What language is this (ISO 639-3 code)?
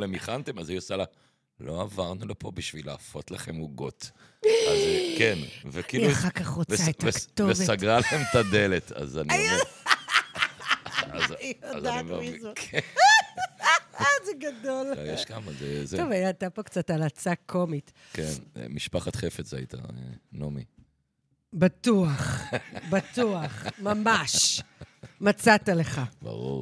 heb